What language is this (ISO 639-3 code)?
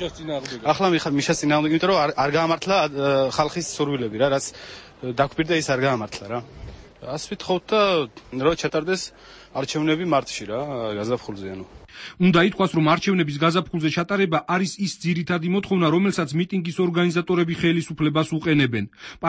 kat